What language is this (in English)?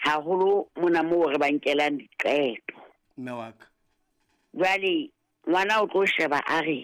Southern Sotho